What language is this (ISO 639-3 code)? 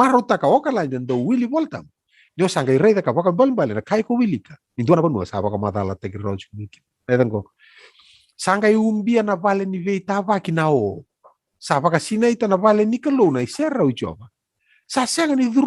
fij